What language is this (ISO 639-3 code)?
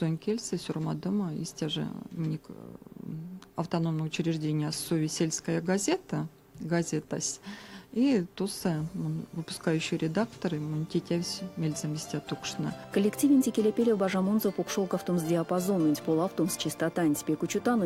myv